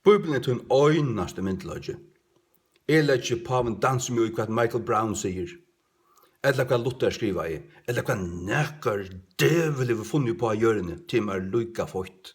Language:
Faroese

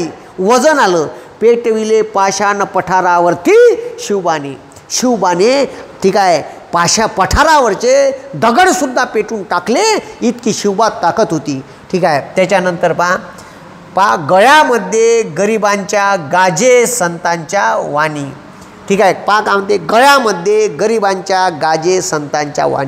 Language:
Marathi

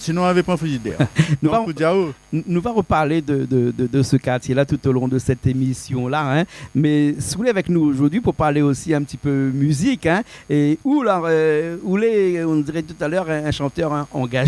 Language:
Réunion Creole French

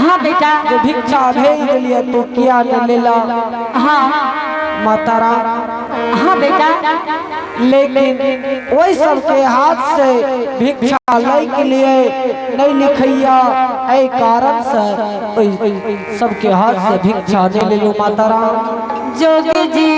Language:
Angika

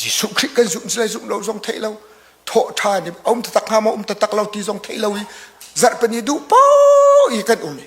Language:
Hakha Chin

